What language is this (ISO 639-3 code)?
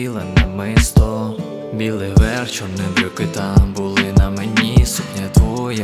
ukr